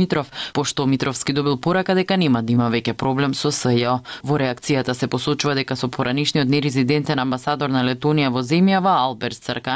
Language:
Macedonian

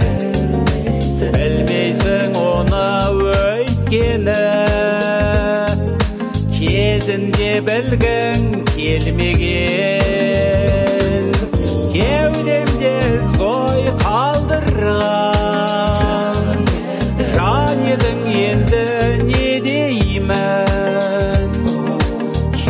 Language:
Kazakh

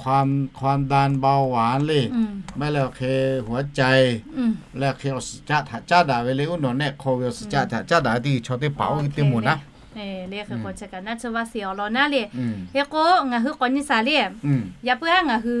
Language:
Lahu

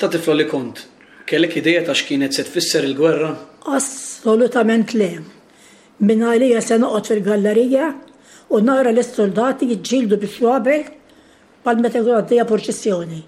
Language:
Maltese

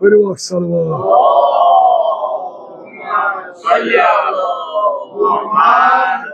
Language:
Kashmiri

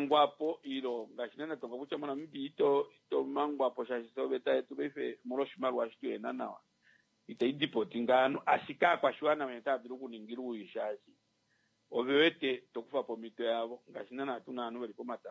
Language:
Kuanyama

